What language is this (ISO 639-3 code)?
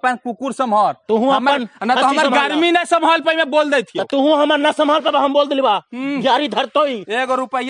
mag